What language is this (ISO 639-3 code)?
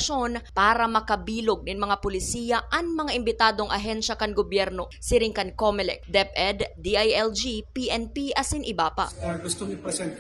bik